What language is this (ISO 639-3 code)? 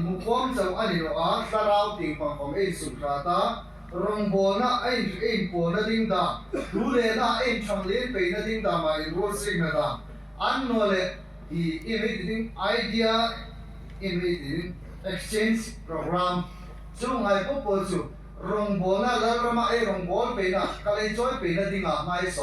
hmr